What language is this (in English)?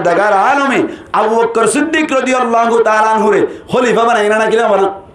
Rohingya